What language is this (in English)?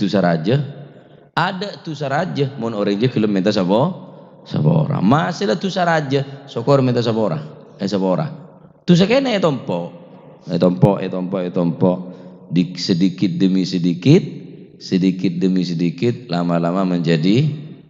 Madurese